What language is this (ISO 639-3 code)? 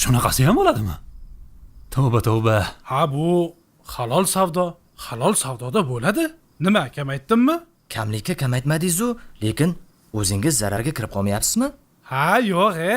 uzb